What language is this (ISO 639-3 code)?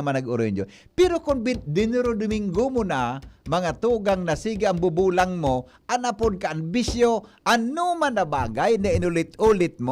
bik